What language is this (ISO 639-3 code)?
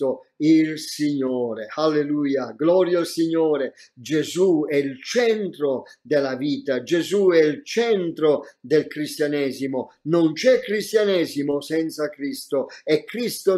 ita